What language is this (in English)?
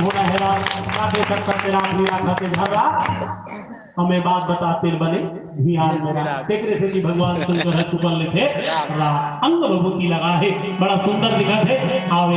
Chhattisgarhi